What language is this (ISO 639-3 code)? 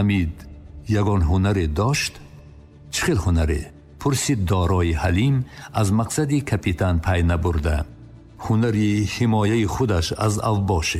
tgk